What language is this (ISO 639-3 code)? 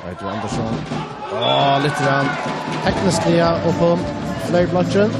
fao